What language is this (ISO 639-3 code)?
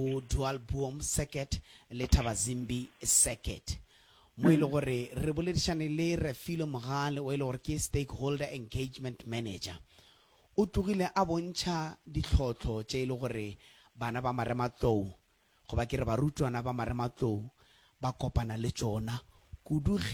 nso